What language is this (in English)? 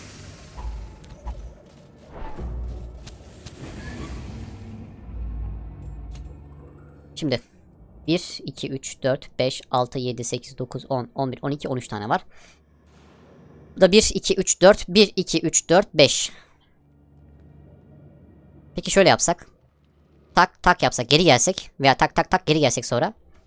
Turkish